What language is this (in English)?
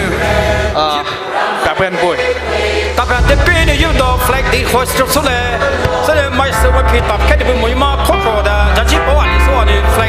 Poumei Naga